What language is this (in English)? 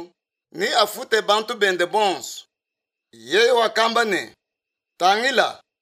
Luba-Lulua